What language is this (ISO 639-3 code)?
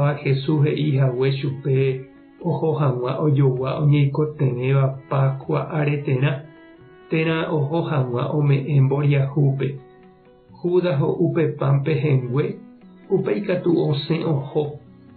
grn